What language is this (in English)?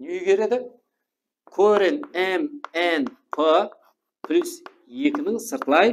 Kara-Kalpak